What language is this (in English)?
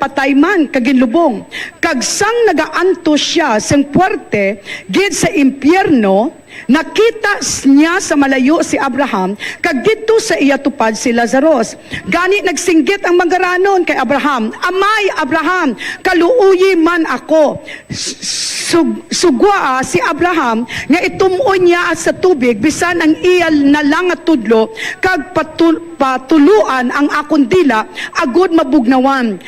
Hiligaynon